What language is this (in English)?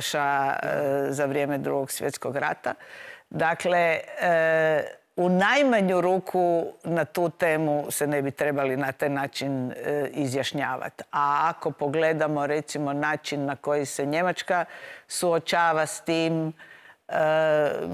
Croatian